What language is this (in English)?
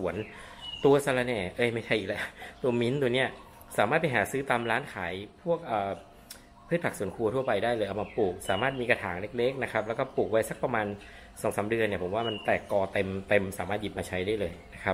Thai